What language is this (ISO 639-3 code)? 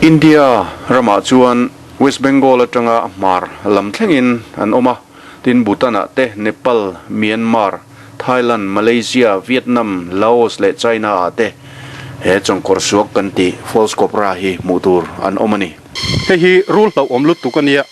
lus